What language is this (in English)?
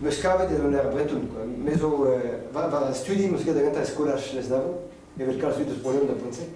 Breton